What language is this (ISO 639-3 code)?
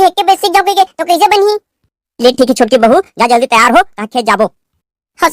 hne